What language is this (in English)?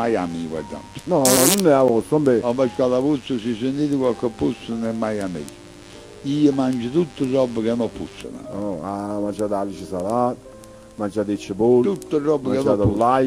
Neapolitan